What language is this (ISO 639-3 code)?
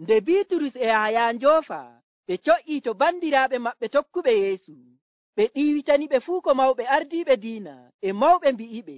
fuv